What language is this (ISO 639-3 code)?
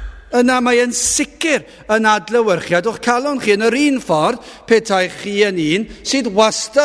cym